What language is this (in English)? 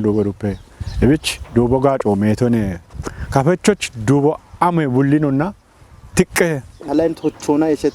Kafa